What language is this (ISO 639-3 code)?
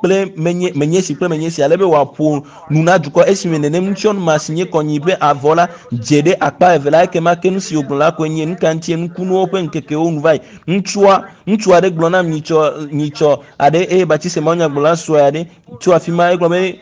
ewe